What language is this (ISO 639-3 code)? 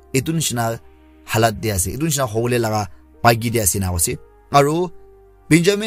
nag